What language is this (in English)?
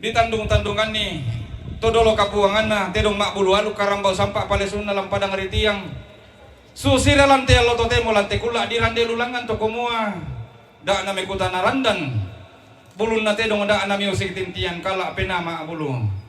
Toraja-Sa'dan